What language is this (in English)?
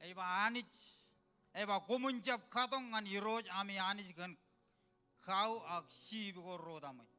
Marshallese